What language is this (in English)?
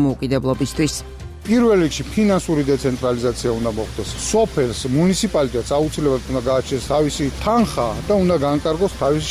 Georgian